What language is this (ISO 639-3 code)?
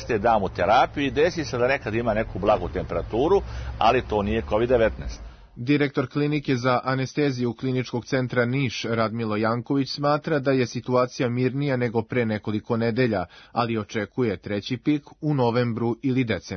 srp